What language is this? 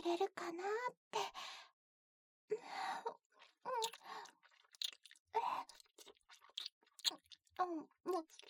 Japanese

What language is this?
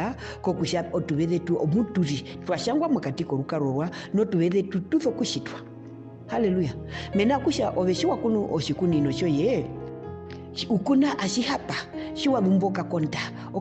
Herero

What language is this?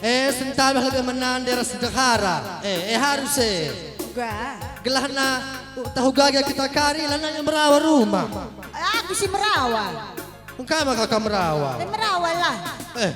Batak Karo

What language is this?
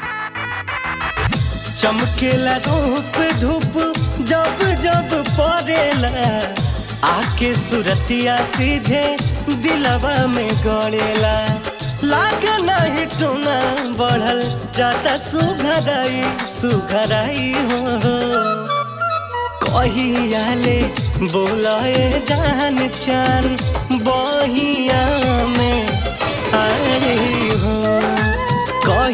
Bhojpuri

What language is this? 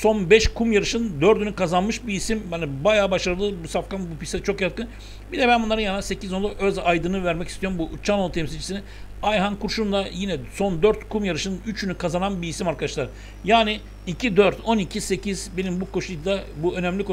Turkish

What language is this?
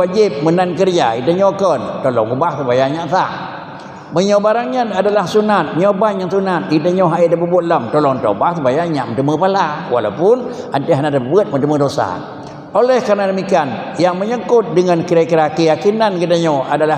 Achinese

